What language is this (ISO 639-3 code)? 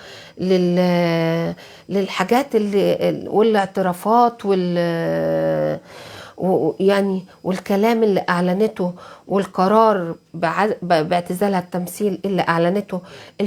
arz